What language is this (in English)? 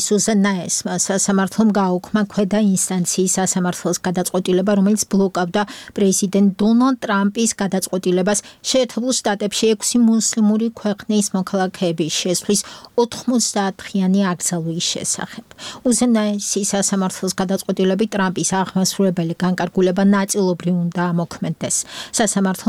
Georgian